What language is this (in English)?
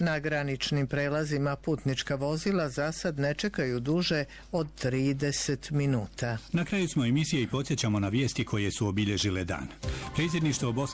Bosnian